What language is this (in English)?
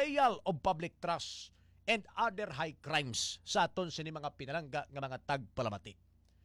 Hiligaynon